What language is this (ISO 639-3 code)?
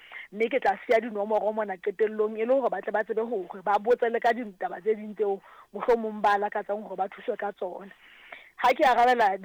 sot